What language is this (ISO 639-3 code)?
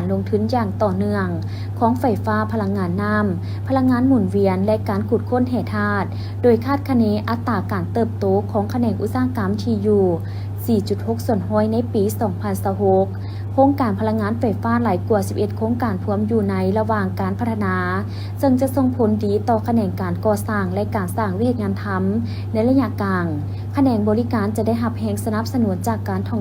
lao